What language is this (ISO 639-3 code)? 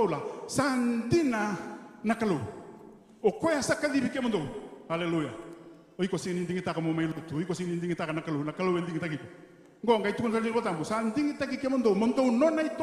fij